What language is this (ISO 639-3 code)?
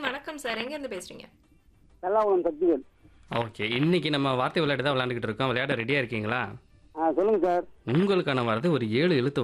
tam